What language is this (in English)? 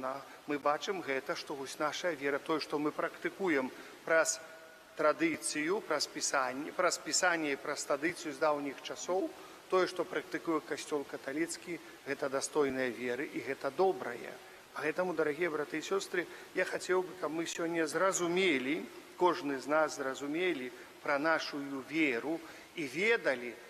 Belarusian